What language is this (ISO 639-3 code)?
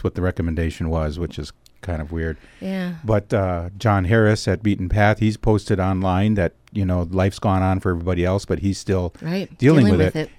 eng